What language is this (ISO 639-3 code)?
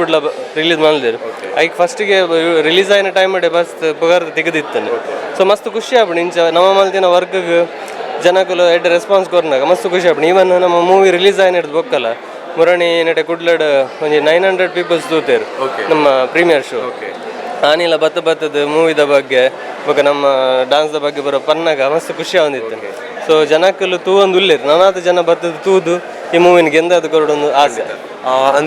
tcy